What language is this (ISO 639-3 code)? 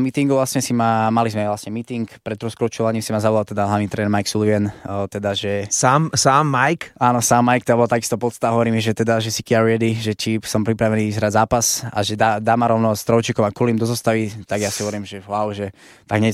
slk